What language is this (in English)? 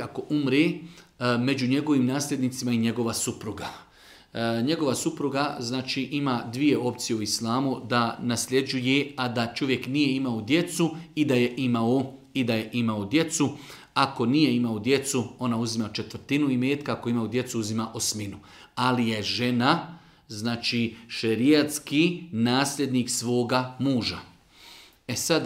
Bosnian